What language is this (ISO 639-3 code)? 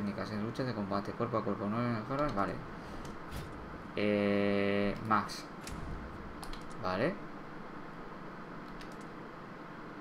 spa